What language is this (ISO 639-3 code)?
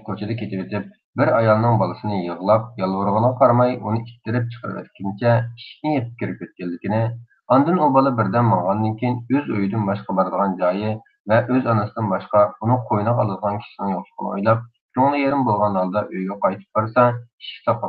uig